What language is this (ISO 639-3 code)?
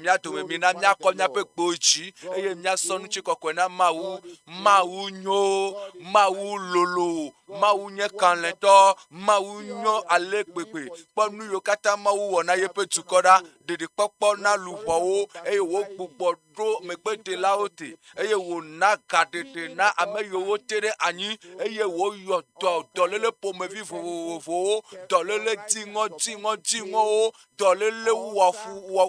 ewe